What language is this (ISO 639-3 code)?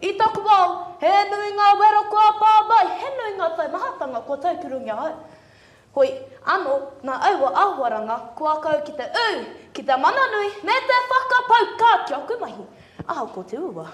mri